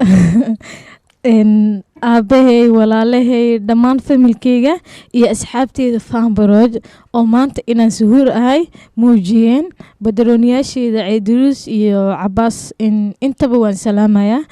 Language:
Somali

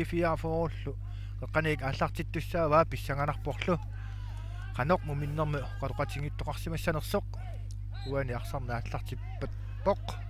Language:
Kalaallisut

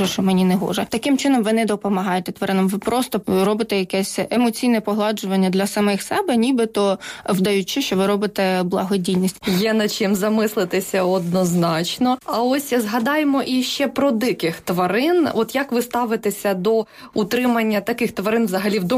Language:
Ukrainian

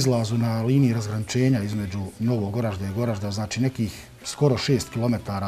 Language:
Bosnian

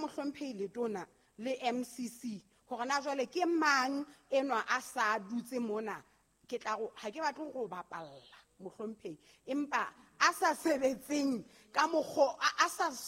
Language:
Southern Sotho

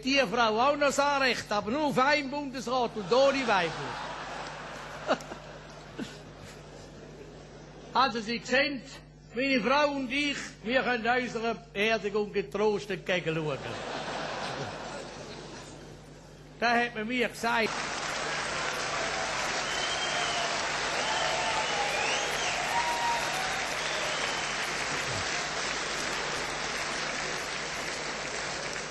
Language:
German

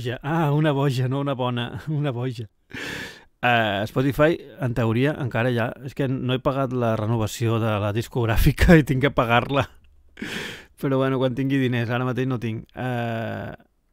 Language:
Catalan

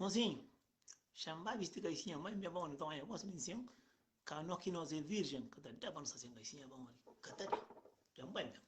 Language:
Kabuverdianu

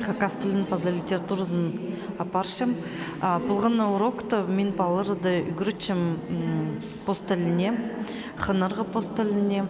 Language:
Khakas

